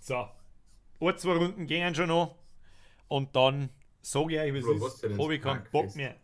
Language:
Bavarian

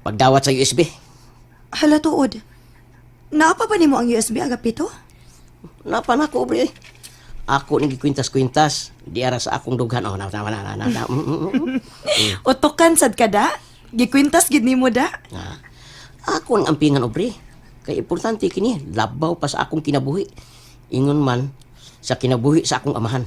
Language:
Cebuano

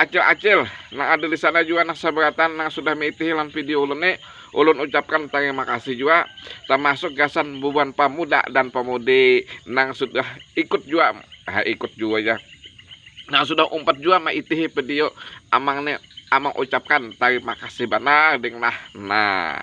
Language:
Banjar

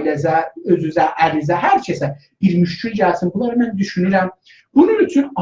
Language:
South Azerbaijani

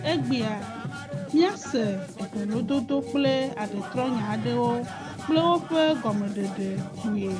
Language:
Ewe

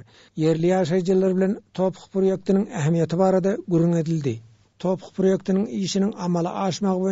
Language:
Turkmen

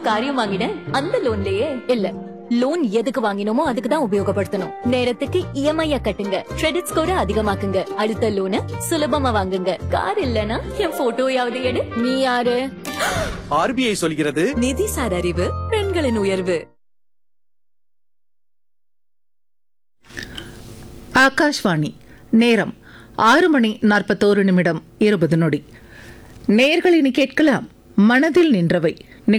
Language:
Tamil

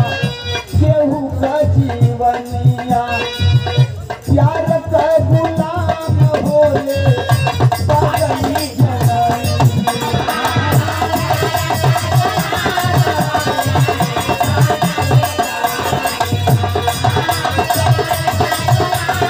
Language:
Bhojpuri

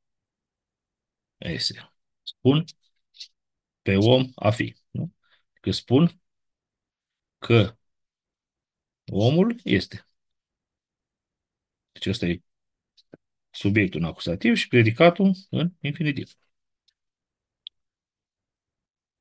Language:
Romanian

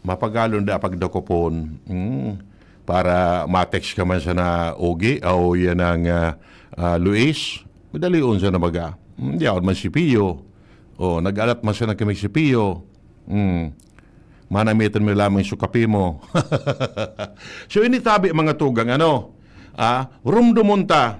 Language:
Bikol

